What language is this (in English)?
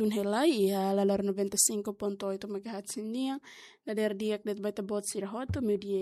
Tetum